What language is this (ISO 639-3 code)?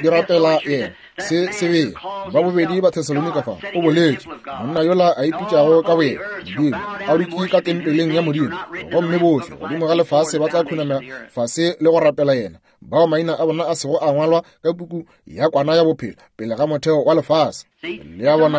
nso